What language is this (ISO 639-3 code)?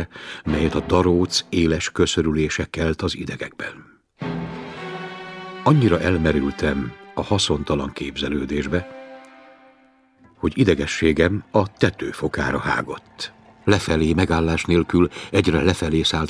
hun